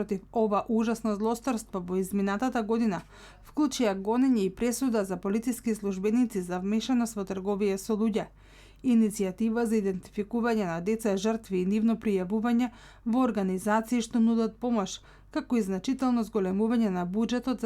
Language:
Macedonian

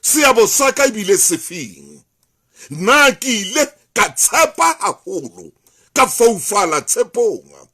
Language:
Southern Sotho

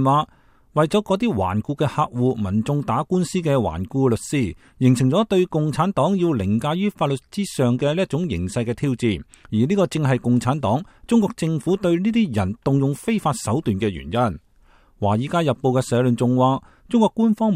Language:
Cantonese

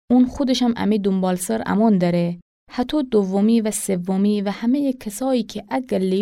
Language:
Gilaki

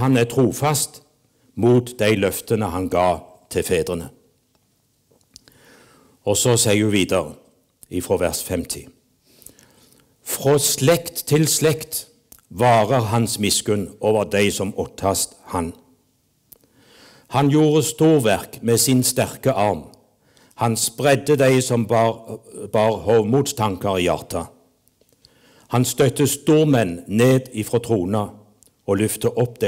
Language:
Norwegian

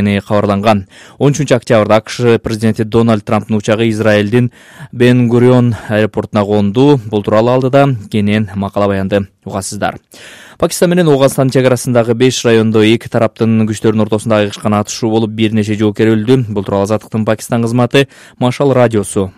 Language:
Kyrgyz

